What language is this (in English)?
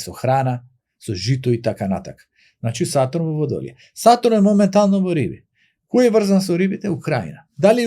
Macedonian